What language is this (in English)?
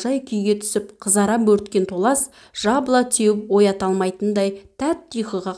Kazakh